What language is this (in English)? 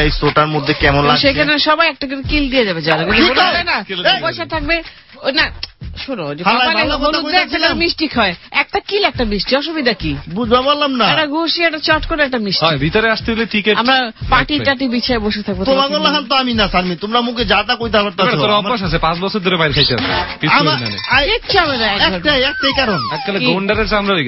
Bangla